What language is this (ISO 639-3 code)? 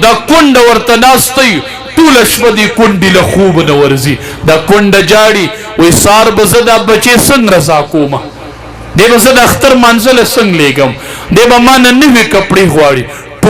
pus